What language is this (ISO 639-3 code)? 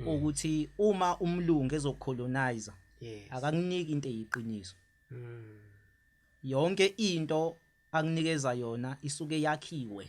zul